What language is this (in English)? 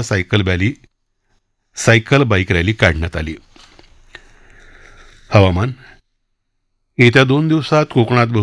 Marathi